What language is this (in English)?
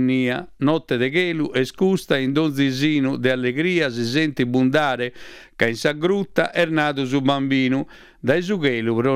Sardinian